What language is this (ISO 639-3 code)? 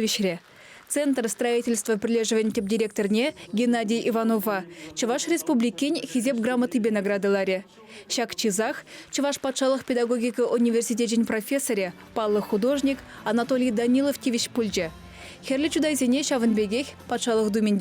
chv